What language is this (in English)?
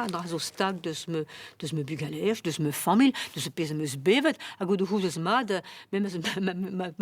Breton